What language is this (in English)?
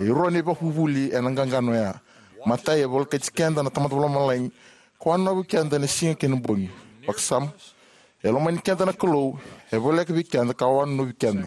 Fijian